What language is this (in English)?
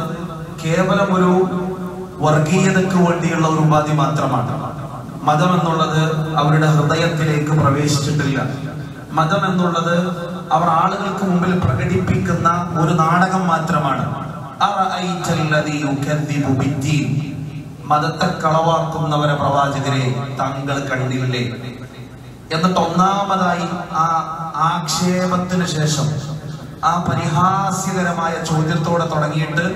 Malayalam